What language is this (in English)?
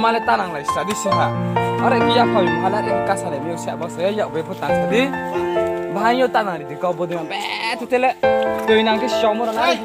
Riang (India)